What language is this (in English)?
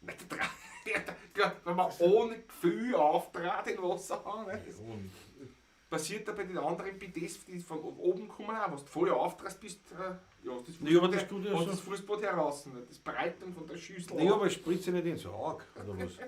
Bavarian